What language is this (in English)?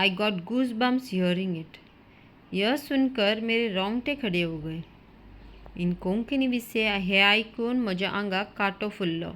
Konkani